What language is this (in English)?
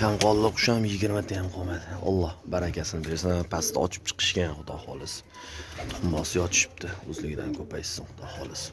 Uzbek